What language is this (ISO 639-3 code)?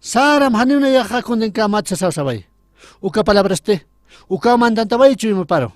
aym